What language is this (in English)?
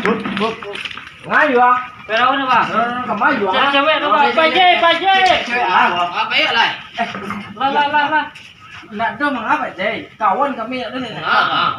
Minangkabau